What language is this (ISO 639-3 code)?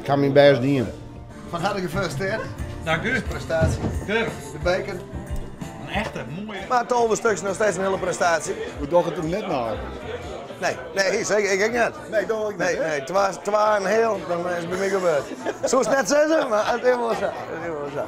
fry